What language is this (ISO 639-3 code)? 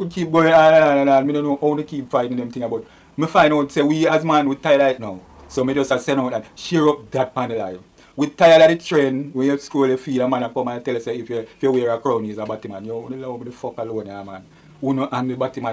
jam